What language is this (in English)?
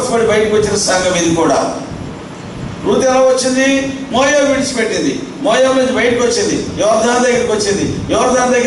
Telugu